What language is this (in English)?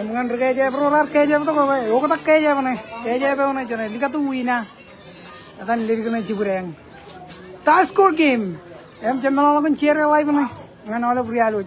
Marshallese